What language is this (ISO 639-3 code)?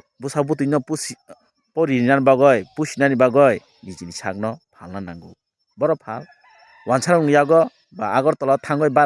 trp